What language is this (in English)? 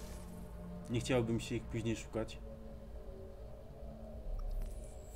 Polish